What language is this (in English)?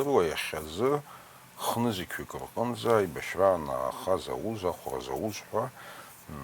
Abkhazian